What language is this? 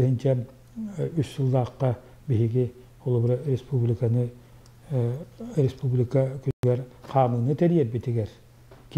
Yakut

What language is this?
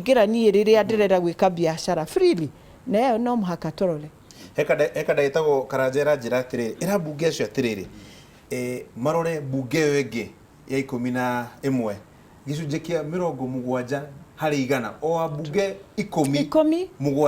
Kikuyu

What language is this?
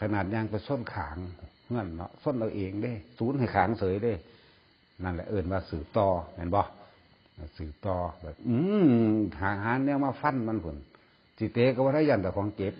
Northeastern Thai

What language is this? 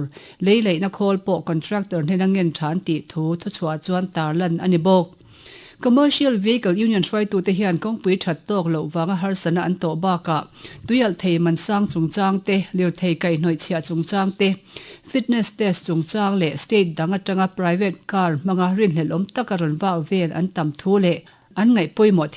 Mizo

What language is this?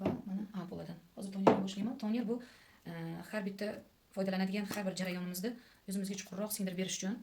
Uzbek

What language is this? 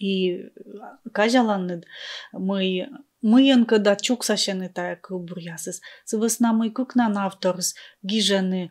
Komi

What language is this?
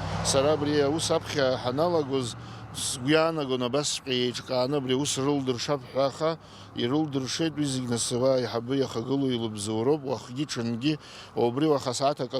Abkhazian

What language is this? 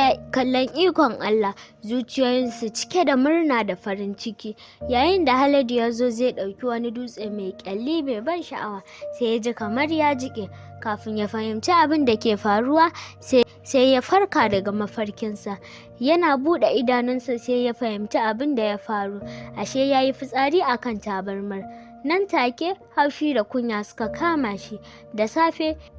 Hausa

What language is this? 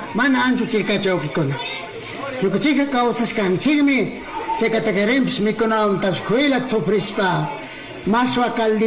Chimborazo Highland Quichua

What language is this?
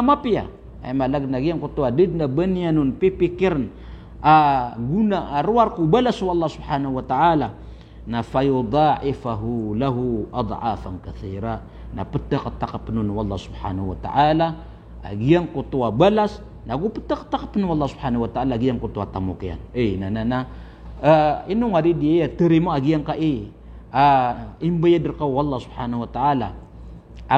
Maranao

